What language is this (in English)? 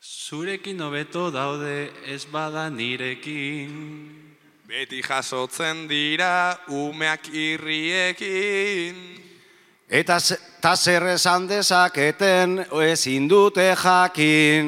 Basque